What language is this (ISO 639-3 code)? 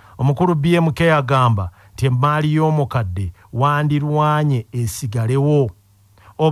lug